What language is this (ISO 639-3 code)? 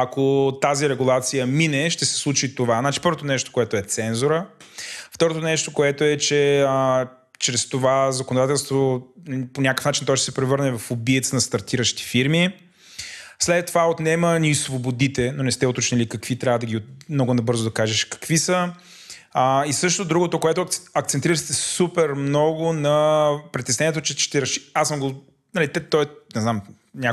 bul